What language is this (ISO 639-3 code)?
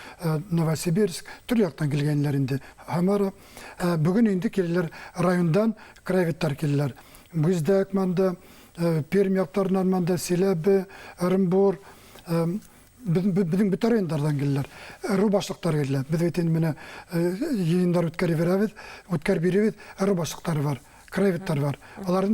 bak